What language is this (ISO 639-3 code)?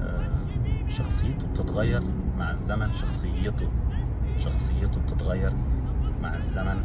arz